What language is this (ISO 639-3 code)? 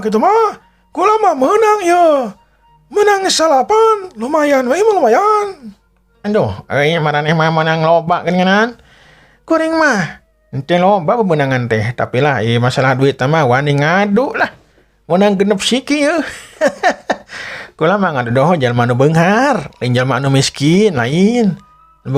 sun